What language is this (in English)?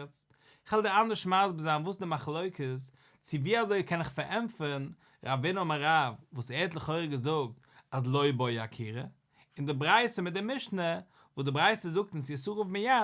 Yiddish